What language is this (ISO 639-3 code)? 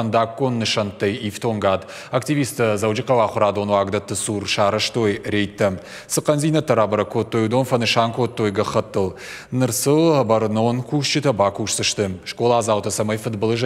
oss